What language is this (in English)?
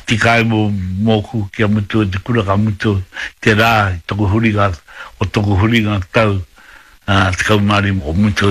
Māori